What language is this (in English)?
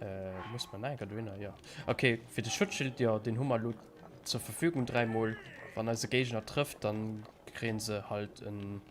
Luxembourgish